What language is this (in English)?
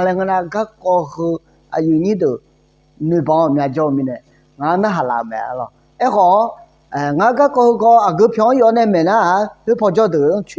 Akha